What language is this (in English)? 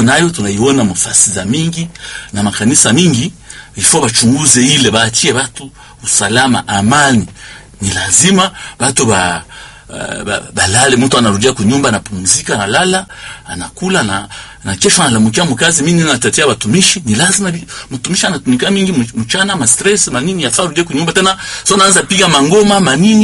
Swahili